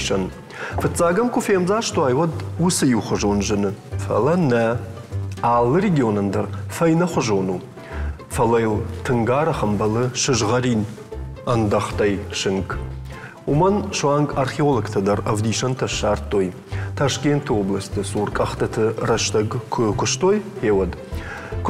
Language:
Ossetic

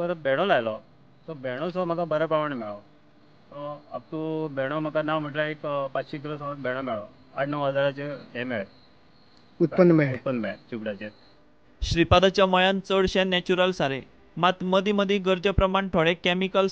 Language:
Konkani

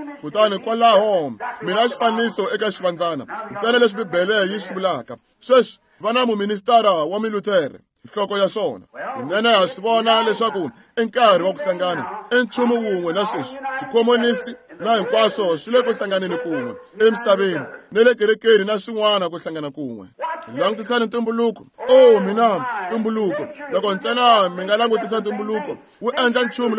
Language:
Tsonga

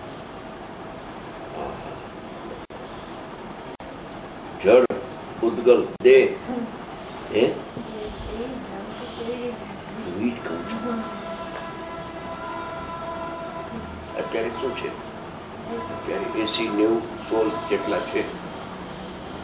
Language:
Gujarati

